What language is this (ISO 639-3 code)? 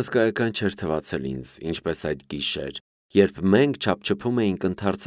hye